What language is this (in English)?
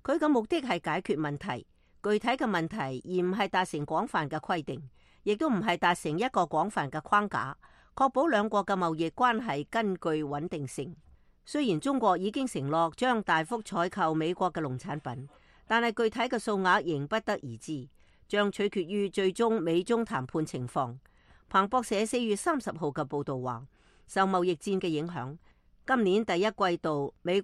Cantonese